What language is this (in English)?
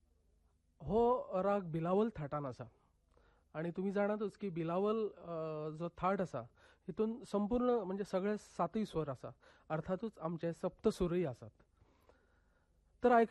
Konkani